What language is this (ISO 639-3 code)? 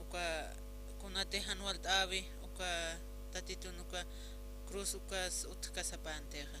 aym